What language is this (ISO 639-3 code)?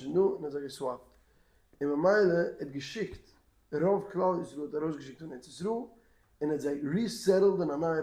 yid